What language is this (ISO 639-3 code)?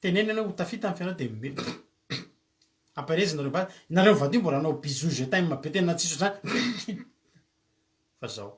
mlg